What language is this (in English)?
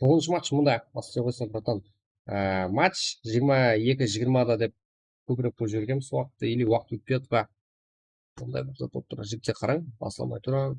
Kara-Kalpak